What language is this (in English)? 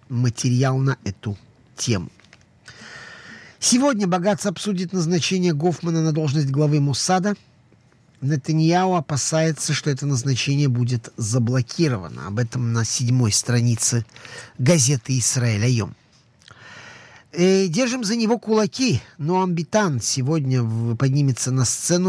Russian